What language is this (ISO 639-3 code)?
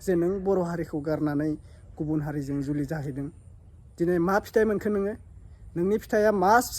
brx